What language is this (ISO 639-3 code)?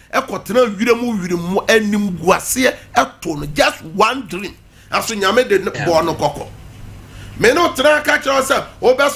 aka